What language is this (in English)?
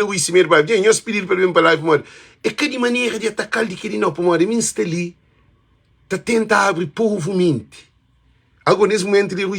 Kabuverdianu